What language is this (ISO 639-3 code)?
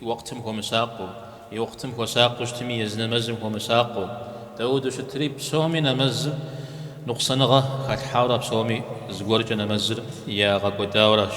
kbd